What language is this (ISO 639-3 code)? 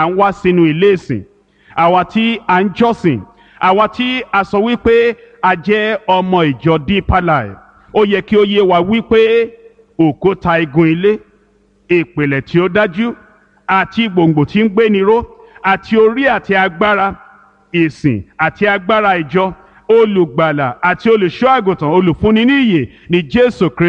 yor